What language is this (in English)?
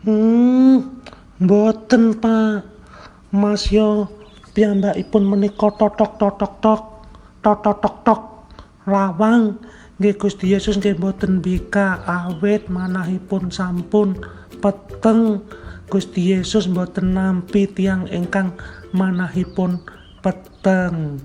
Javanese